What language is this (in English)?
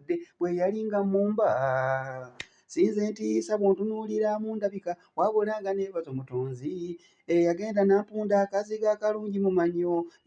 Ganda